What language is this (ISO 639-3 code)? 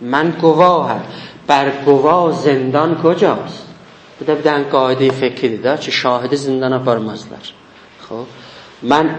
azb